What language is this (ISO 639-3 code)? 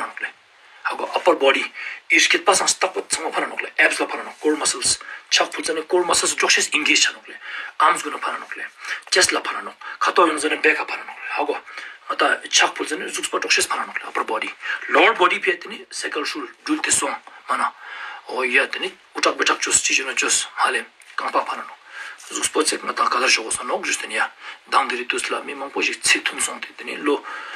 lbj